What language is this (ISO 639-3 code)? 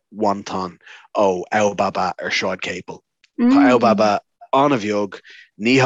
gle